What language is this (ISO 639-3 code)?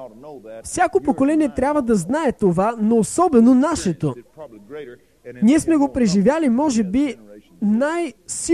bul